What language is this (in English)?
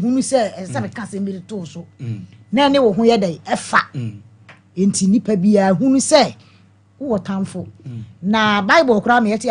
Akan